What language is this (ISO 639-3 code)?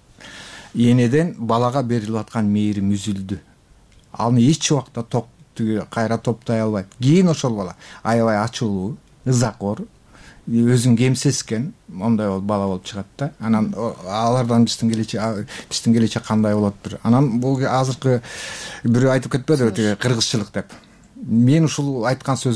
kir